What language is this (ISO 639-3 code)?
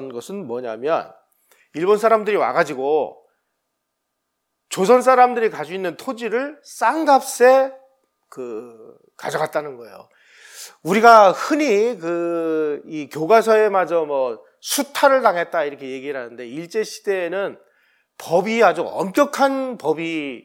kor